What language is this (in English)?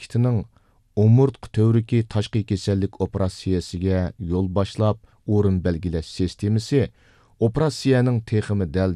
Uyghur